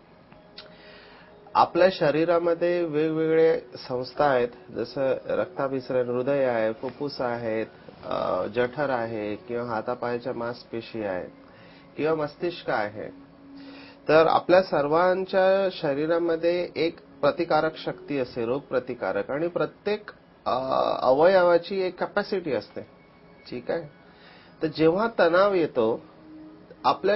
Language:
Marathi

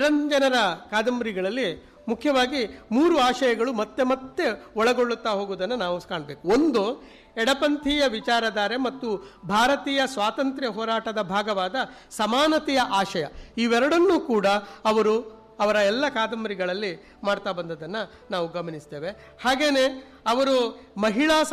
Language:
Kannada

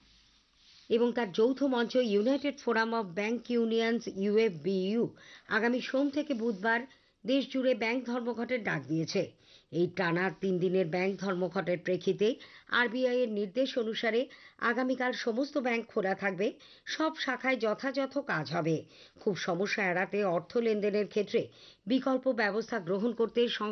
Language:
Bangla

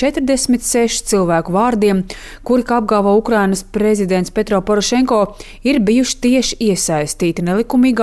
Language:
Latvian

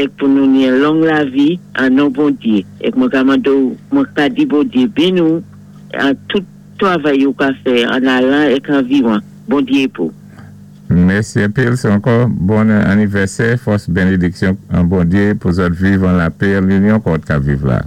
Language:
Saint Lucian Creole French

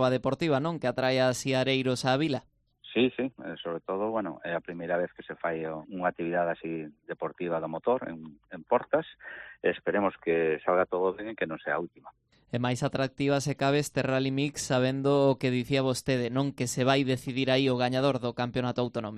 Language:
Galician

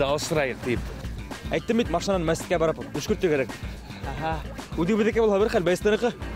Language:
Bashkir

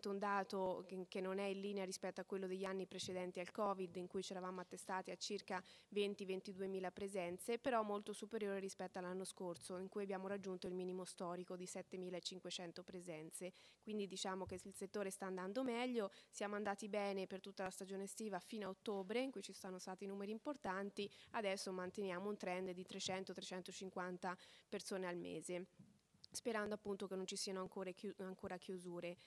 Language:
Italian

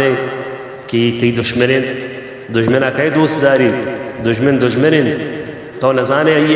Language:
Baluchi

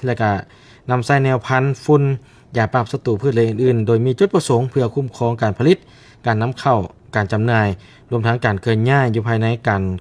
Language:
Lao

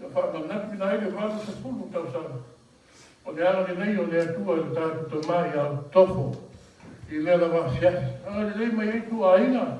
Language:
Samoan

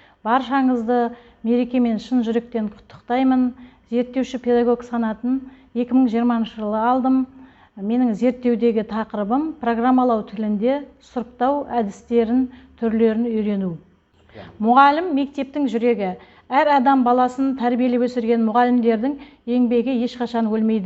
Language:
Kazakh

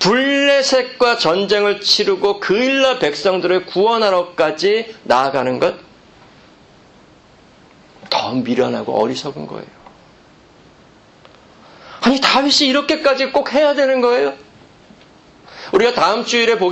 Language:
Korean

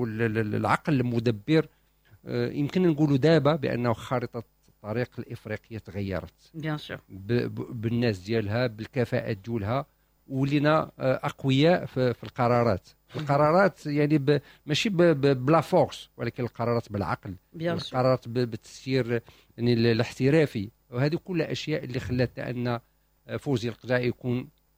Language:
Moroccan Arabic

